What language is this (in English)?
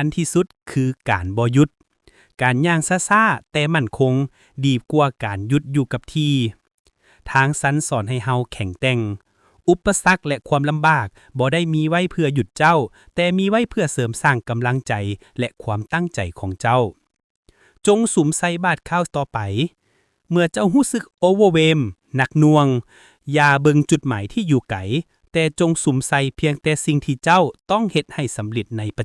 Lao